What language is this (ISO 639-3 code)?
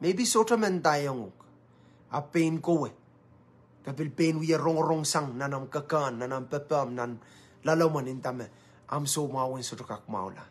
pon